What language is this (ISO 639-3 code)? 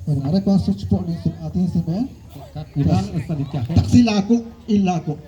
kek